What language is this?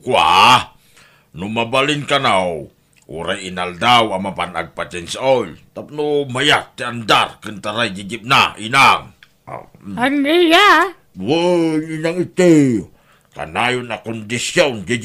Iloko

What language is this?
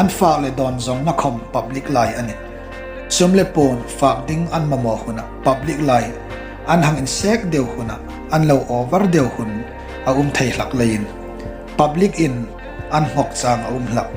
Hmar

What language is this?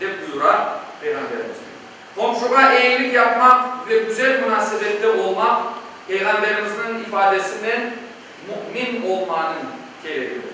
Crimean Tatar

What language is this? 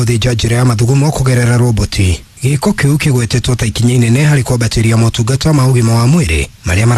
Kikuyu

